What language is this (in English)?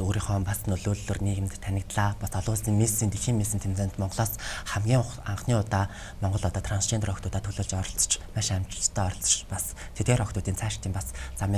Mongolian